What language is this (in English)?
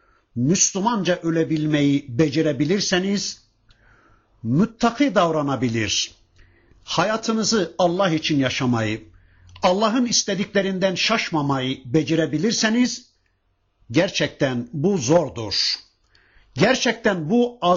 Turkish